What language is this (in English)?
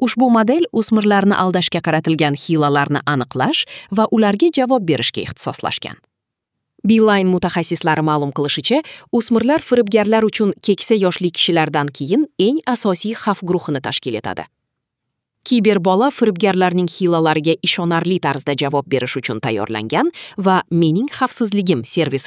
Uzbek